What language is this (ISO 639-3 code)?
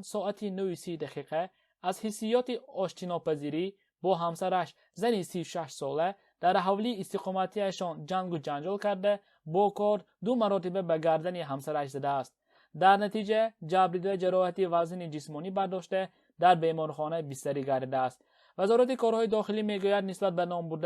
tgk